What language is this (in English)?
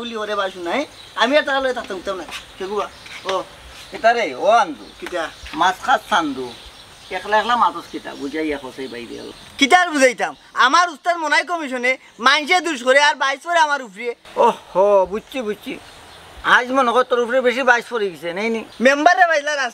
Sylheti